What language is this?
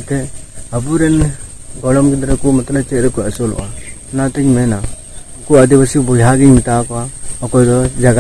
Santali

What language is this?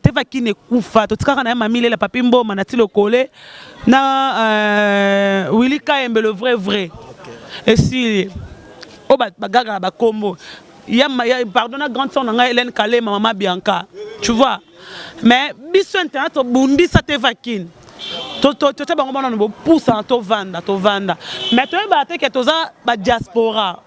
Lingala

